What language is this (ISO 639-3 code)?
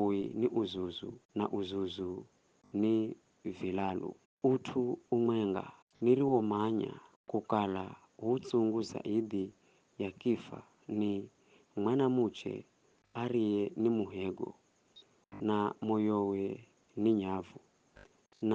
nyf